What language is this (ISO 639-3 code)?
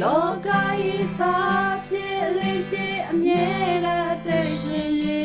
kyu